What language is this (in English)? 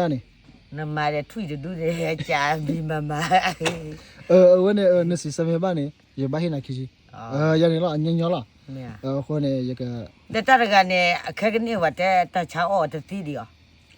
S'gaw Karen